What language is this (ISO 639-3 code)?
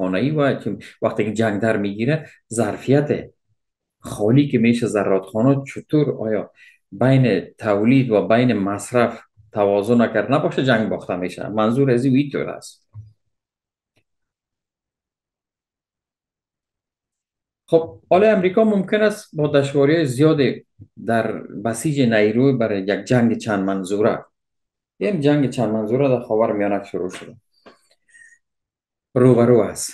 fas